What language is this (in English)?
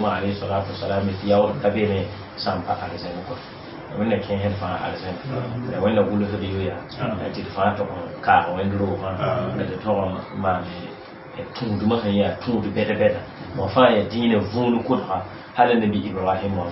Mossi